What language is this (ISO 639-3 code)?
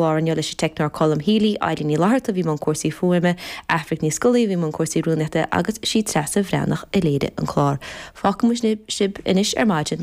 gle